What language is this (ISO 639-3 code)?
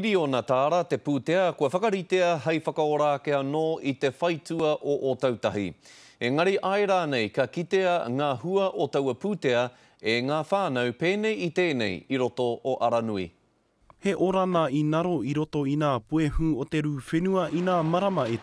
mri